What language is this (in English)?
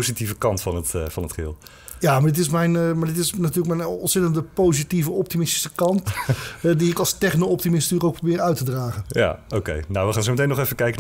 Dutch